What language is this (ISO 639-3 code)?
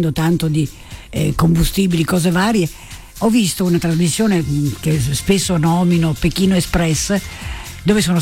ita